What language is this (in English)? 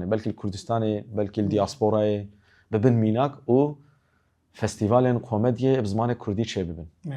Kurdish